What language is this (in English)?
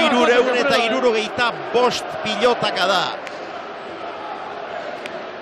Basque